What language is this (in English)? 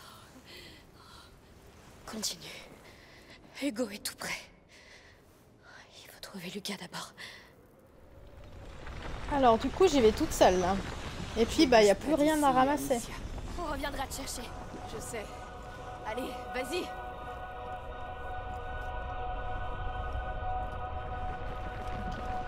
French